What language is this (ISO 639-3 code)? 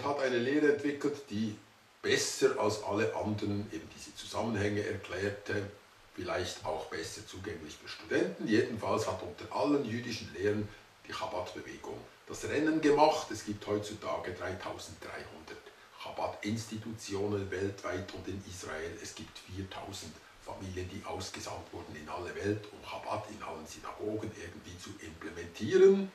gsw